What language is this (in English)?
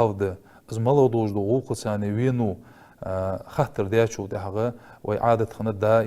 Ingush